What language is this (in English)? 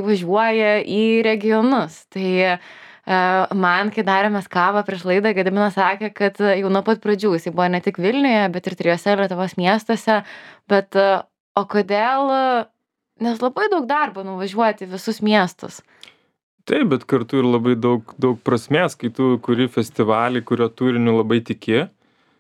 Lithuanian